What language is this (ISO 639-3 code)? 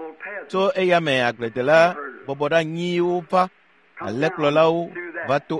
ewe